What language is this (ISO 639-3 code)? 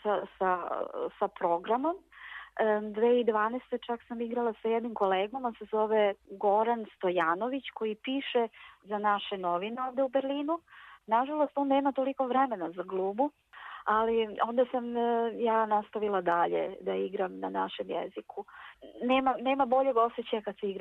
srp